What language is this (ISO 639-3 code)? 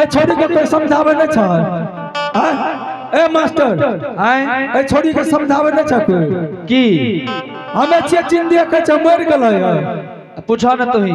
anp